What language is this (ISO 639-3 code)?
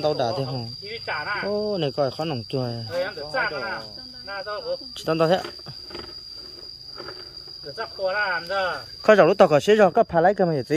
vie